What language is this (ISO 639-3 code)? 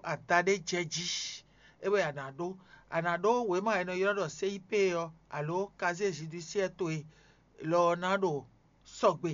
fon